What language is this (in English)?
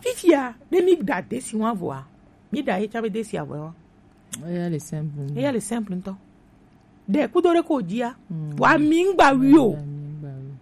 Gen